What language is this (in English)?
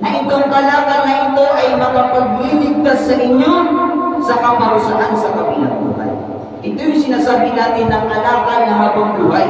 Maranao